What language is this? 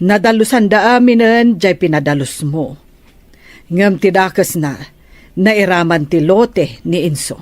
Iloko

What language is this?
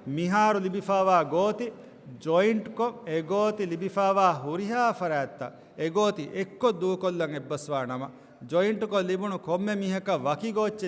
Divehi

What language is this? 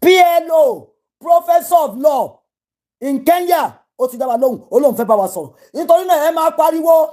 Yoruba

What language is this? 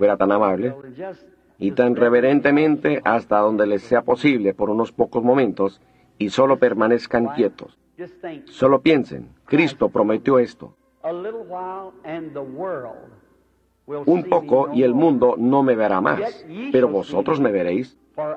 Spanish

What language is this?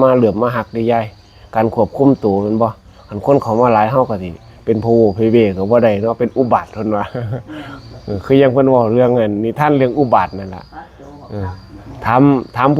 Northeastern Thai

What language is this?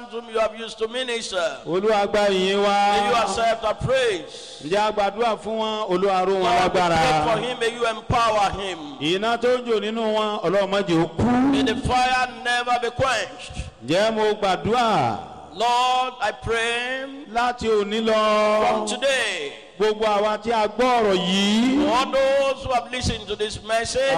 Yoruba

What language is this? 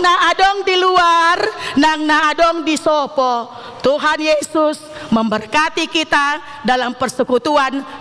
Batak Toba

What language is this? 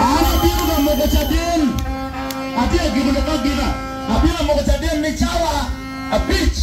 Acoli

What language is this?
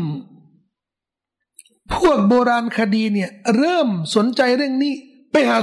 Thai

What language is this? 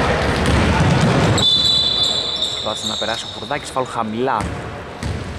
Greek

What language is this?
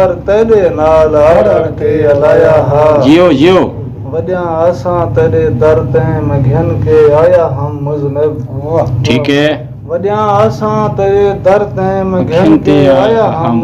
Saraiki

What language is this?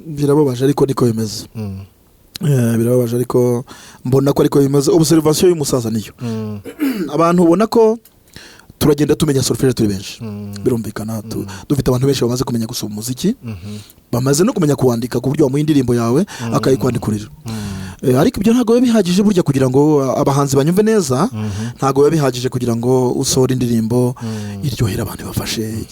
Kinyarwanda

